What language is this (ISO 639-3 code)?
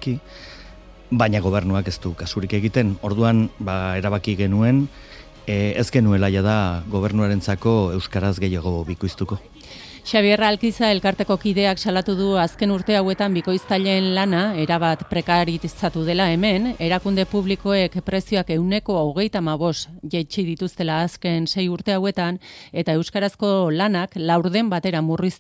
eus